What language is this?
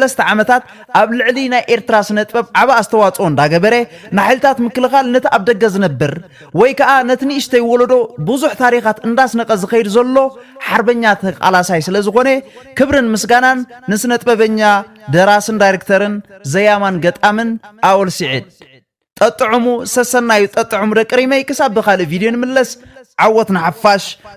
Tigrinya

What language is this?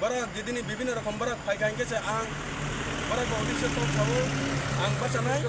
Kok Borok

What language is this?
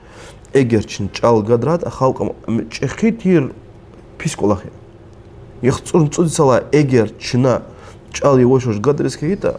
Lezghian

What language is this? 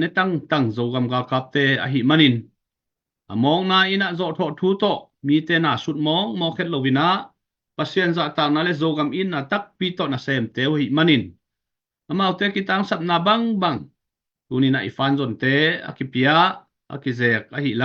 Tedim Chin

